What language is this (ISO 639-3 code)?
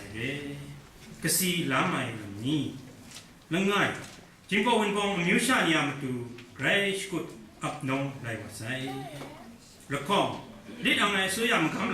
kac